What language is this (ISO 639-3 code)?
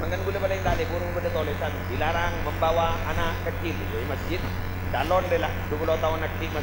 mad